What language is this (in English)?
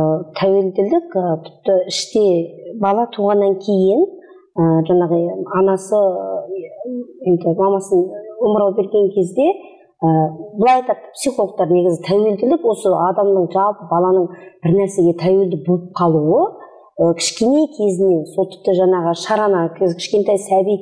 Kazakh